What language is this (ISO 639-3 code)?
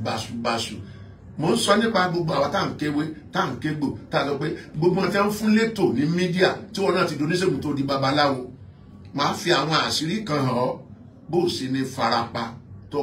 yor